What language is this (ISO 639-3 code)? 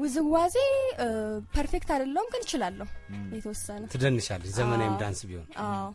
amh